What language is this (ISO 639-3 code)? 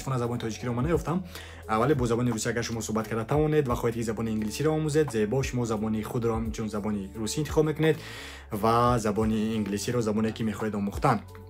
tgk